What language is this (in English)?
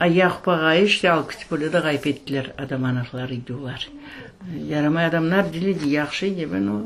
Crimean Tatar